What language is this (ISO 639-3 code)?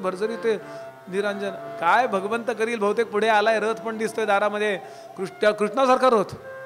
mar